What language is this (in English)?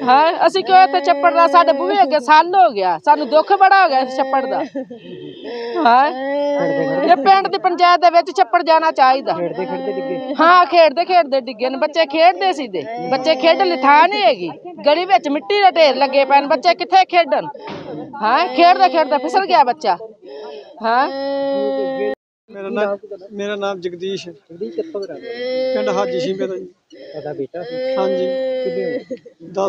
Punjabi